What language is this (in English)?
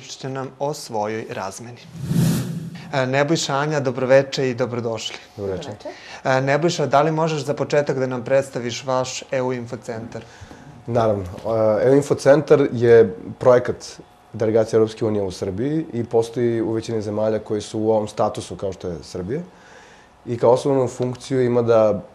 Serbian